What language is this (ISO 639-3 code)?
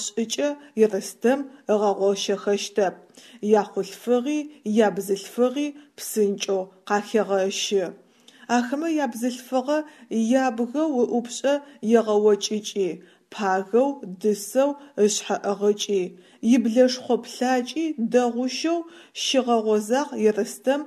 ady